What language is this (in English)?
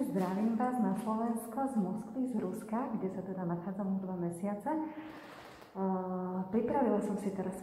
Slovak